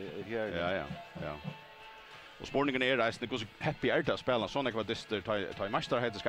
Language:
Faroese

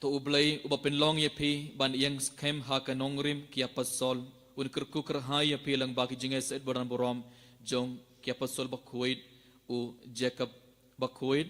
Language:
Khasi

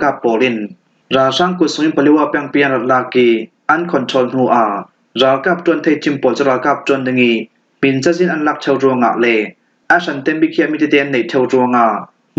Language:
Falam Chin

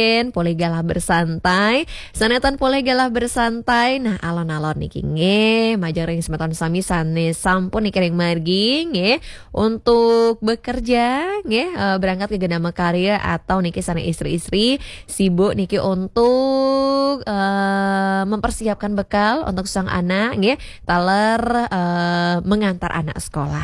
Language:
Balinese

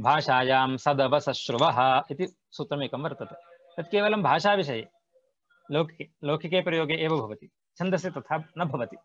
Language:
Sanskrit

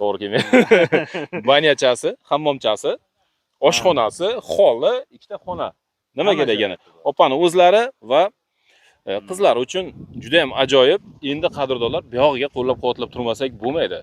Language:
Uzbek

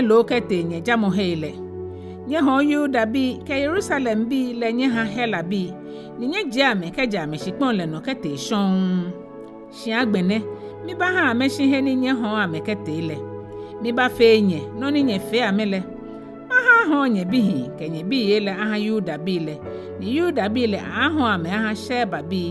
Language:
Ga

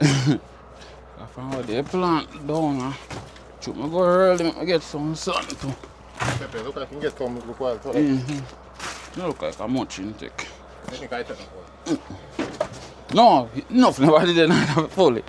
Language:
Jamaican Creole English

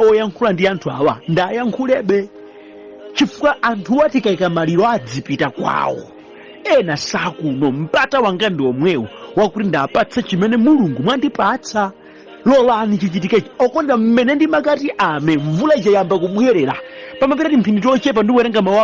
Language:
Nyanja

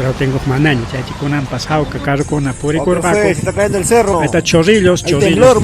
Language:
Ayacucho Quechua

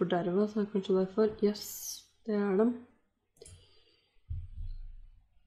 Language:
Norwegian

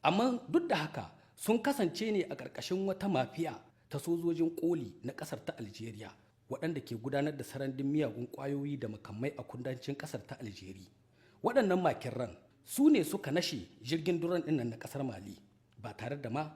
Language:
Hausa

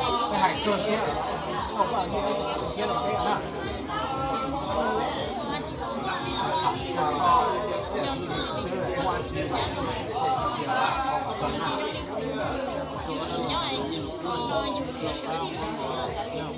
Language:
Vietnamese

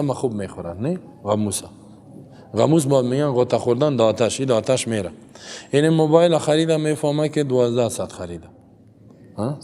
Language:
Persian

